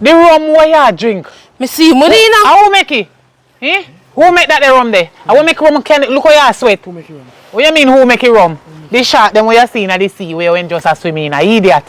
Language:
Jamaican Creole English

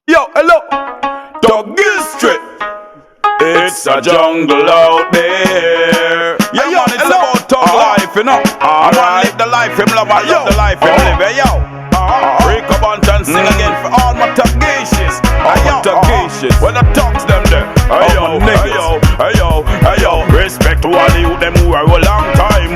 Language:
Jamaican Creole English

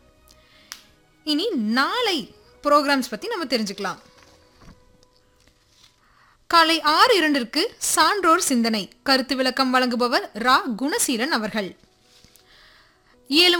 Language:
Tamil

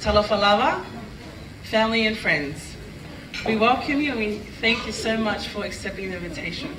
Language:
Tongan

